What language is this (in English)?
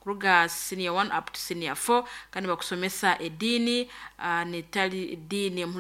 Nyoro